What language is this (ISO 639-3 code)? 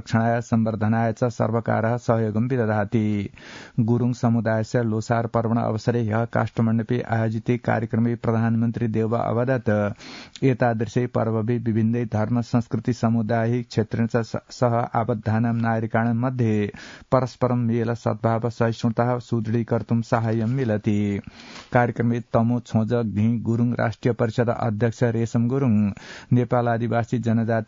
san